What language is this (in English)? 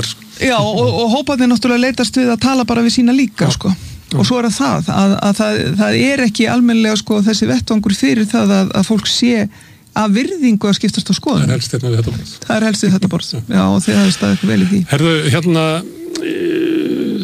Icelandic